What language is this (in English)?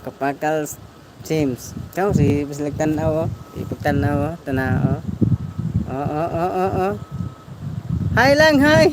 Cebuano